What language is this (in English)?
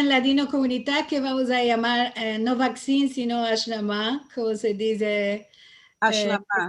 Ladino